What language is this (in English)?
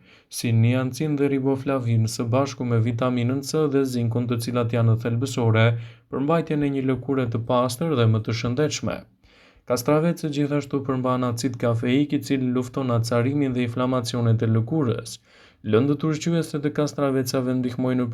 Albanian